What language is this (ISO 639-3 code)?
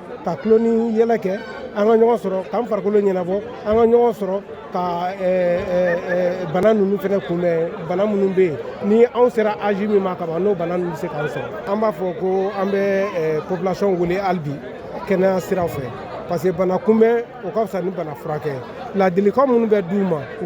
bam